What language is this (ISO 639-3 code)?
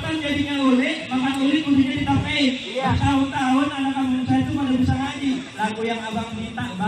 bew